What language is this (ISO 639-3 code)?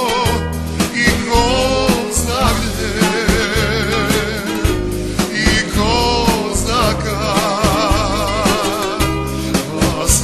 srp